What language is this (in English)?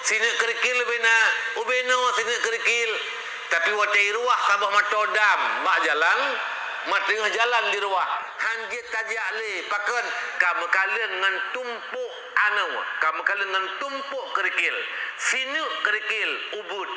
Achinese